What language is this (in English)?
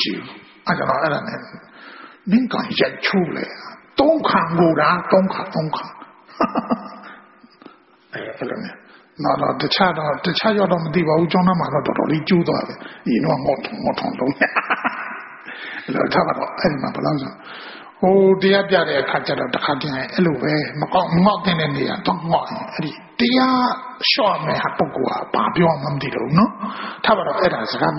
Burmese